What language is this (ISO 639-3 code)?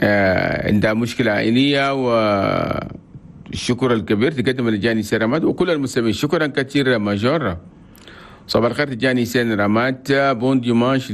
shu